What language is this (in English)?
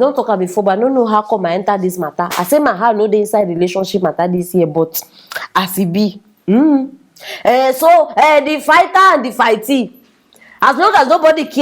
Nigerian Pidgin